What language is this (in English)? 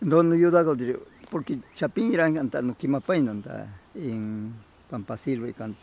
Ashéninka Perené